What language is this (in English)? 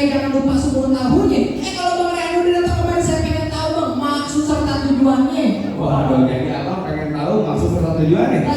Betawi